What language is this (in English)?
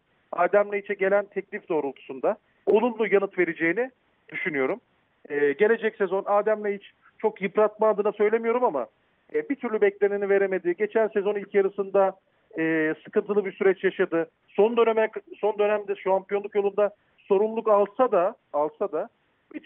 Turkish